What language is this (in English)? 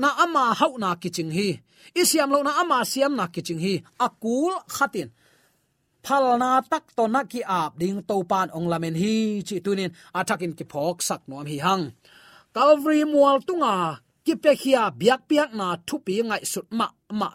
Tedim Chin